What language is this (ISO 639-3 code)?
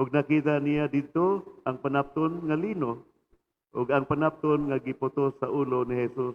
ceb